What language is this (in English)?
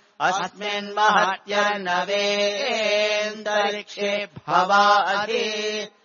Sanskrit